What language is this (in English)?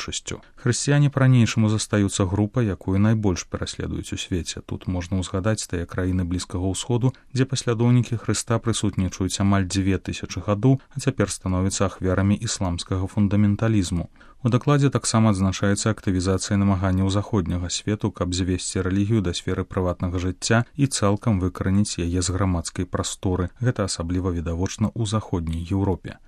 Belarusian